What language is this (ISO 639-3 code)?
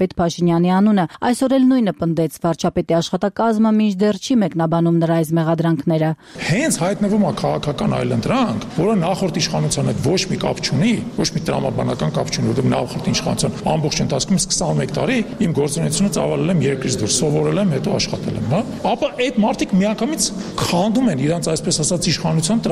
hye